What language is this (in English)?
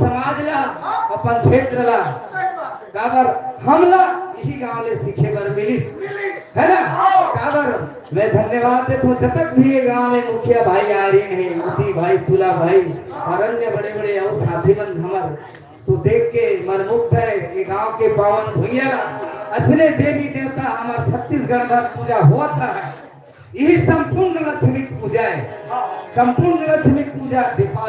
Chhattisgarhi